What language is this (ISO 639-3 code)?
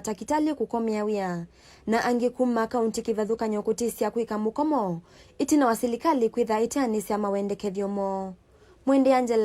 kam